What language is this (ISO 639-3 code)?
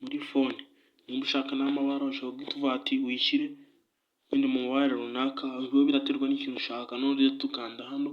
kin